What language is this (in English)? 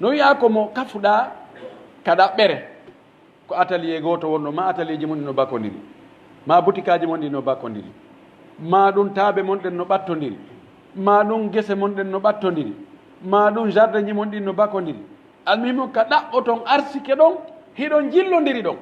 Pular